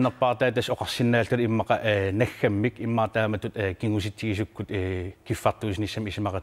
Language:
Kalaallisut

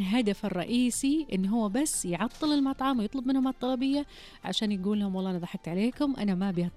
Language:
Najdi Arabic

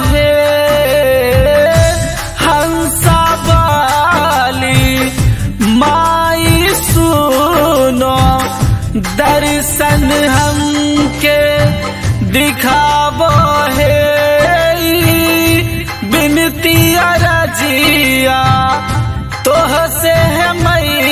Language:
Bhojpuri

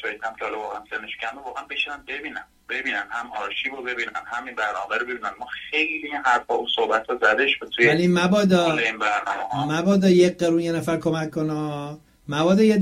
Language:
Persian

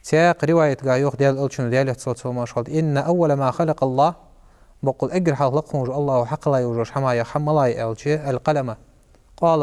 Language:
Ingush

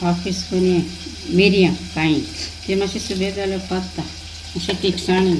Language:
Konkani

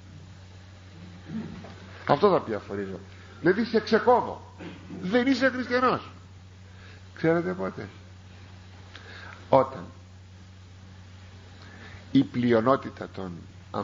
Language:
Greek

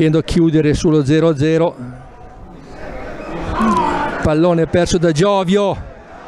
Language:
Italian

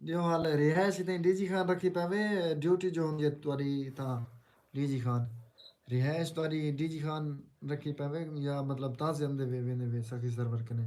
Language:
Saraiki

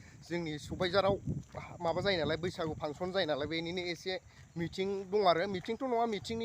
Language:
Bodo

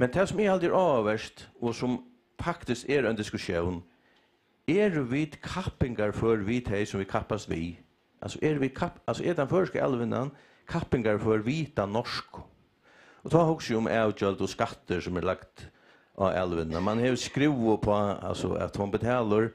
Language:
Faroese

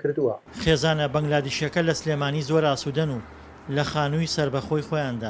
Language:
Central Kurdish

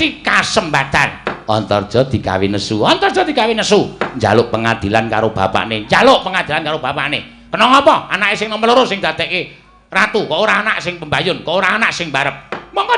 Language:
Javanese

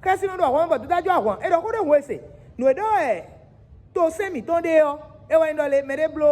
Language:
Fon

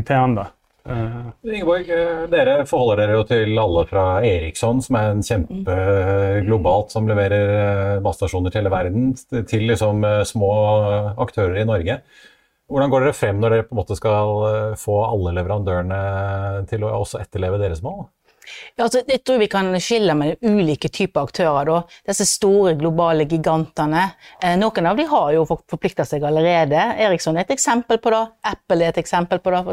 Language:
Norwegian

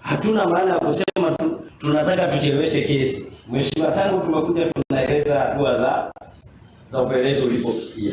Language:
Swahili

